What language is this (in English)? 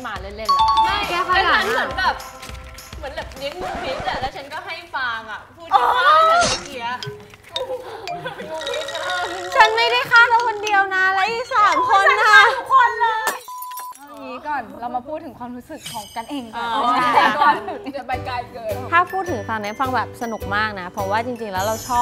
Thai